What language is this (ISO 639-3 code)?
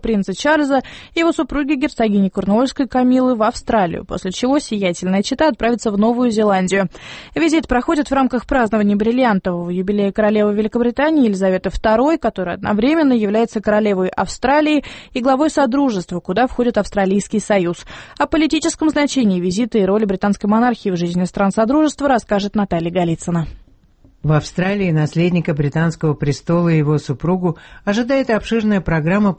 rus